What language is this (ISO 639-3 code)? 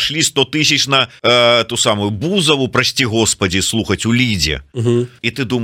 bel